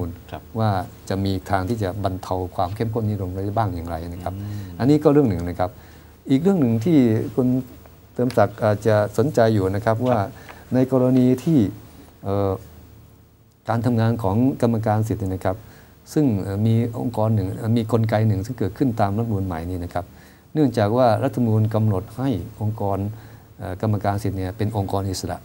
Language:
Thai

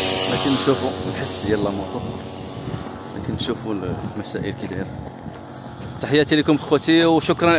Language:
Moroccan Arabic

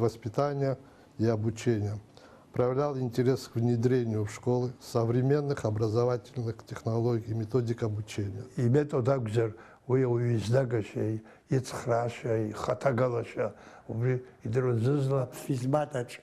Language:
Abkhazian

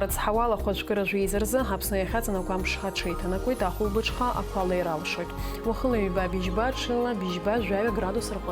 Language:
Abkhazian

